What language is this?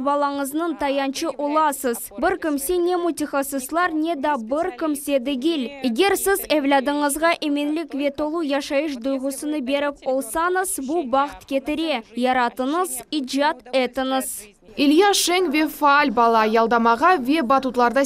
Crimean Tatar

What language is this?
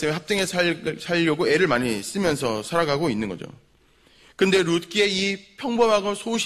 Korean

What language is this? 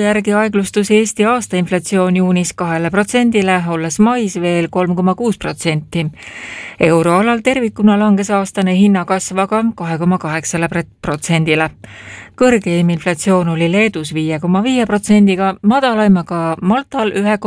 Estonian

